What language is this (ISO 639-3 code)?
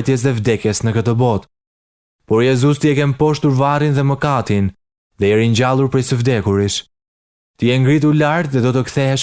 sqi